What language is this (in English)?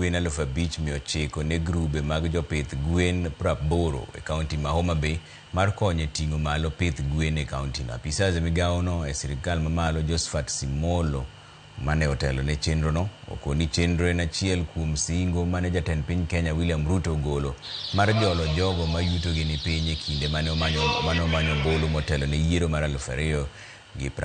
Luo (Kenya and Tanzania)